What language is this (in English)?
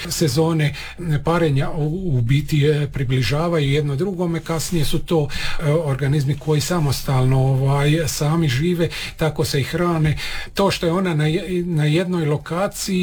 Croatian